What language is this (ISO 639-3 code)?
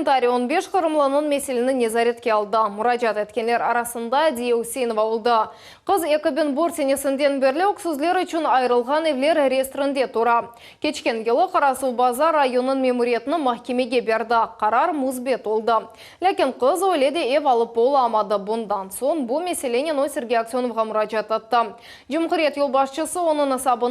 crh